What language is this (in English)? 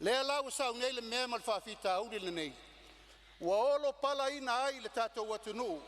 Samoan